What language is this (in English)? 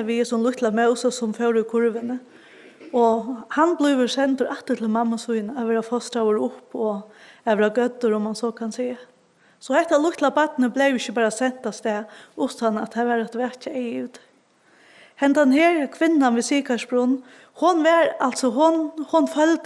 Faroese